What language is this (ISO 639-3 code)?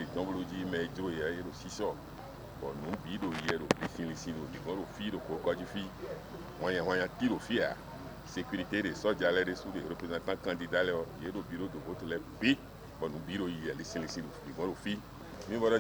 fon